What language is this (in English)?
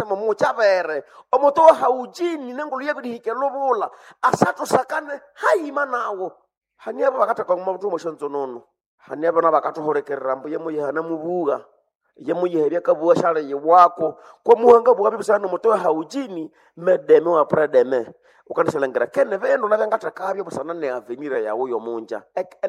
Nande